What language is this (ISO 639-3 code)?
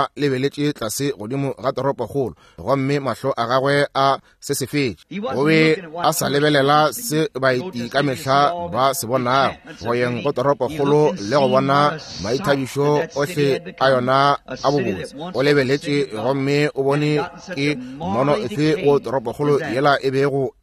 nso